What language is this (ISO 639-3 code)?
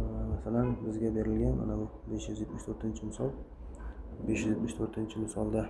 uzb